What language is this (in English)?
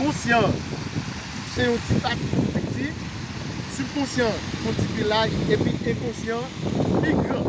Haitian Creole